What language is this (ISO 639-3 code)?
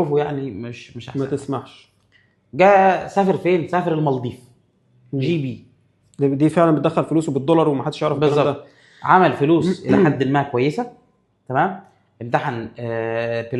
arz